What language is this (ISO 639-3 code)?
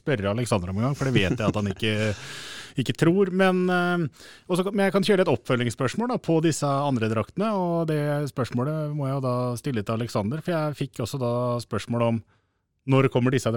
nor